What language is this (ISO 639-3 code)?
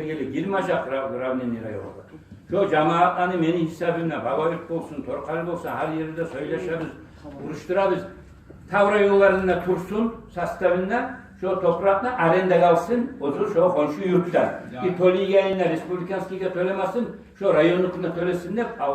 kum